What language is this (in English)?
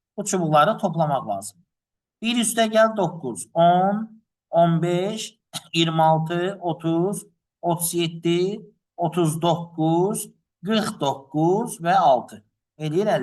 Azerbaijani